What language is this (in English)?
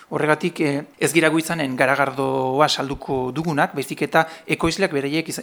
Basque